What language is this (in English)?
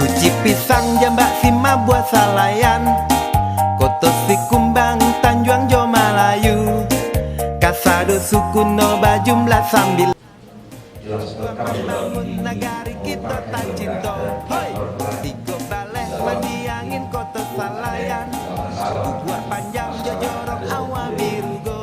Minangkabau